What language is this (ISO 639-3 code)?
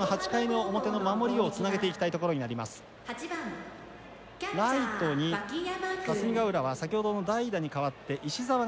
jpn